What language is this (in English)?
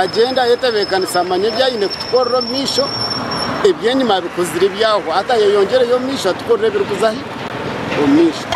Nyankole